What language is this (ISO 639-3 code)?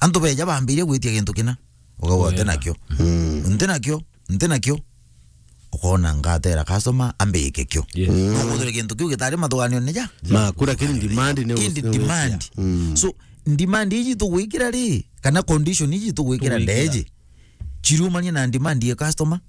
mer